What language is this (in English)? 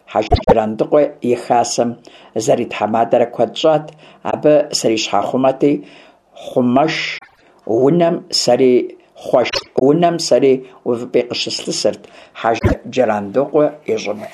Kabardian